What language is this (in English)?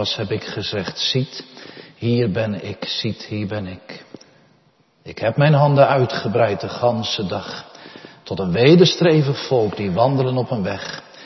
Dutch